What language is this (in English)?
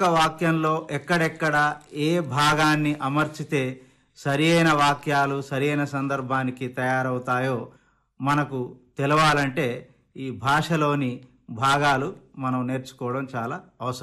Telugu